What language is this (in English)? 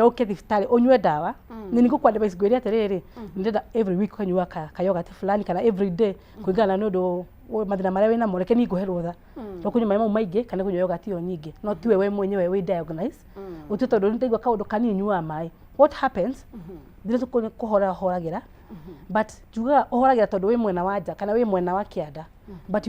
Kikuyu